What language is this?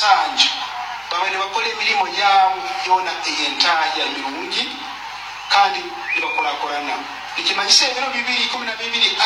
Nyoro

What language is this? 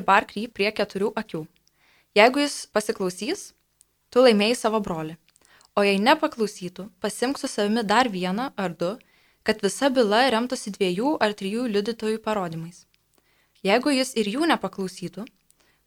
Lithuanian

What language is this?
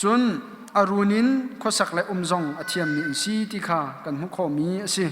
Hakha Chin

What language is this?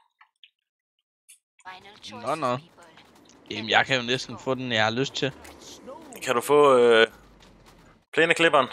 Danish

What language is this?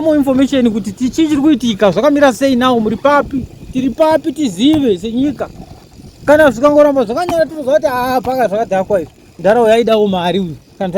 Shona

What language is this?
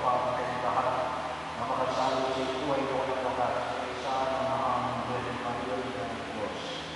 Filipino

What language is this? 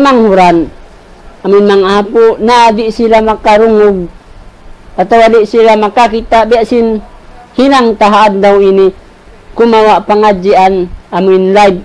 Tausug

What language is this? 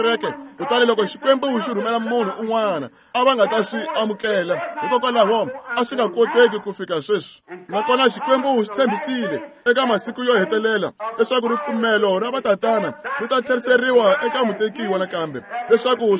Tsonga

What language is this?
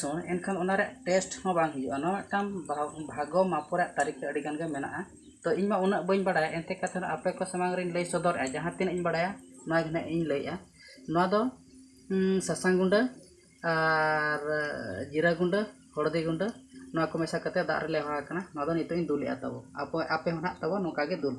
Santali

